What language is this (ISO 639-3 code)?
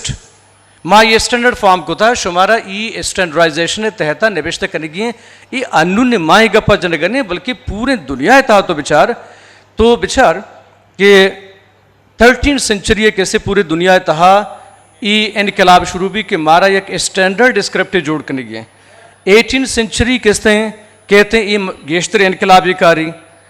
bgp